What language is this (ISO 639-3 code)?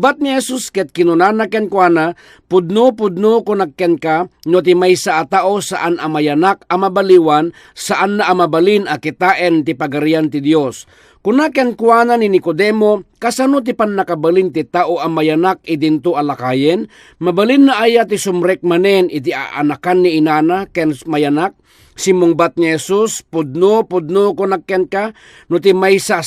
ilo